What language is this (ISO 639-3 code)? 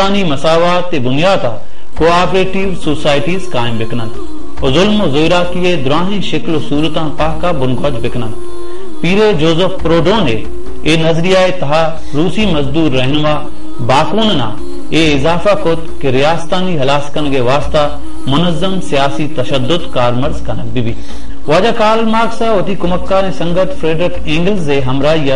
bal